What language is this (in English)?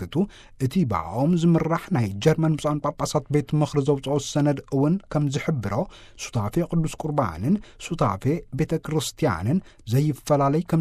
Tigrinya